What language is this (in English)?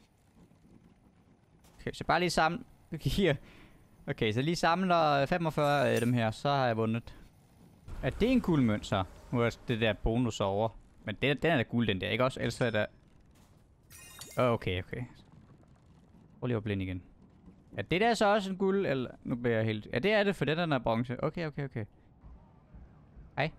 Danish